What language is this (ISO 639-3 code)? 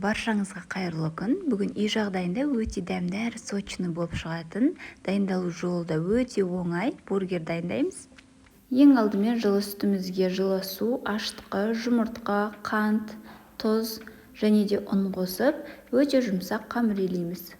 kaz